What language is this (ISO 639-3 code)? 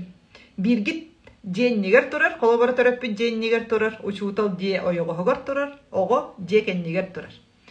sah